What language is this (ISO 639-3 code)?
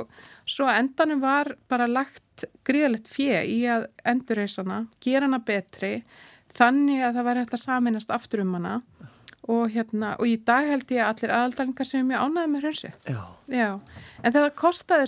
isl